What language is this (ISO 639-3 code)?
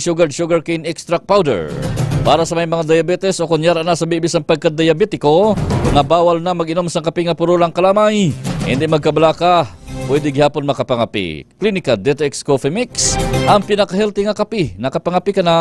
hil